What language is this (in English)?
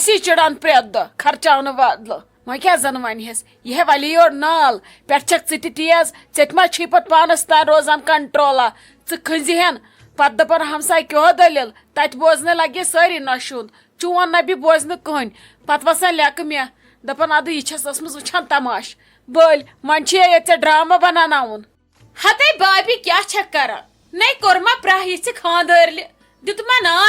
Kashmiri